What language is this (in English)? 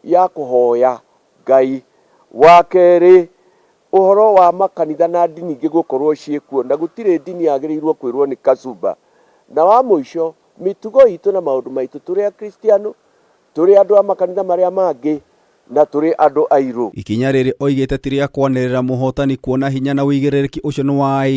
Kikuyu